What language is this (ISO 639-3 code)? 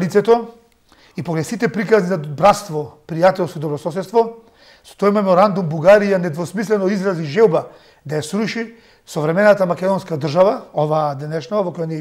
mkd